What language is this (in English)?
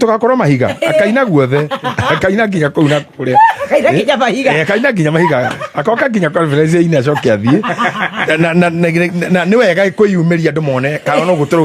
Kikuyu